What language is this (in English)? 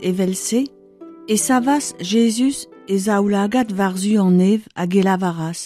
Breton